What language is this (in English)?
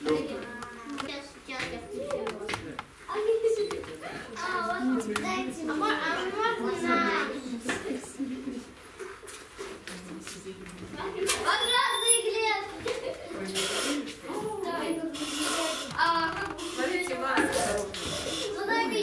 Russian